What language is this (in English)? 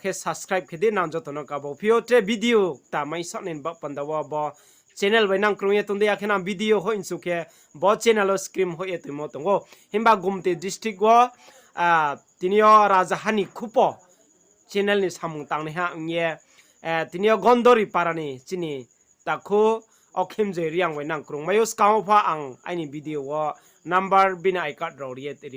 Riang (India)